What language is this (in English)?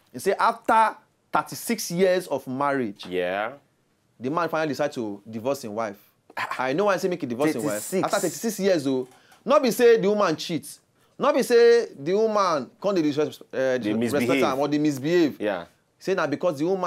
Nigerian Pidgin